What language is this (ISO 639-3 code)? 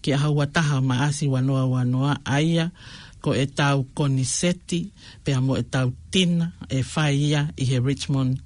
ton